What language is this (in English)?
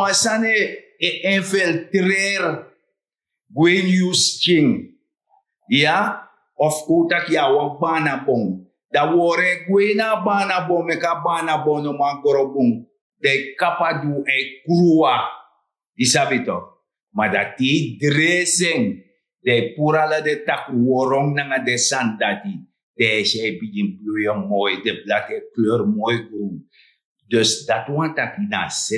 Sranan Tongo